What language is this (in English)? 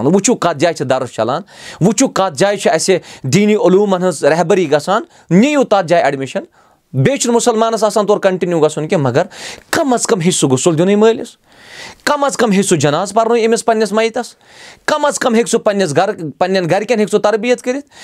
Kashmiri